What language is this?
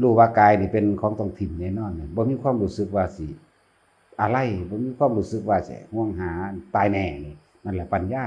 Northeastern Thai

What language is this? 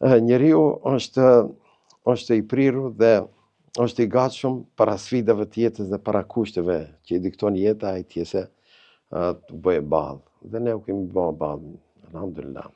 Albanian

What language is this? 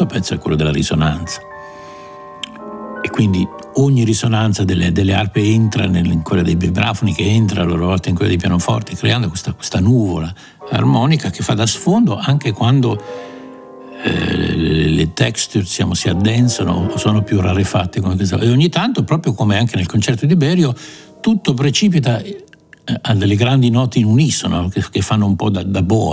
Italian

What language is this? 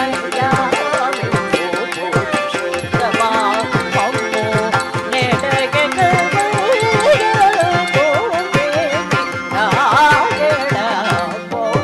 Telugu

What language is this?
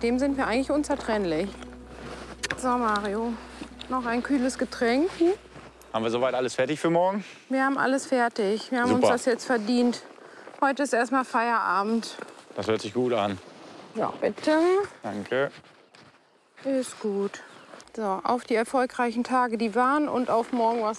German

